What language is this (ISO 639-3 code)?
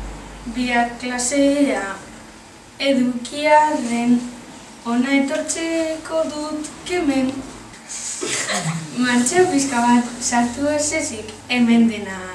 eus